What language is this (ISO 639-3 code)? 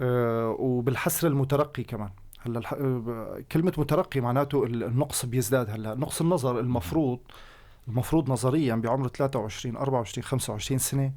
apc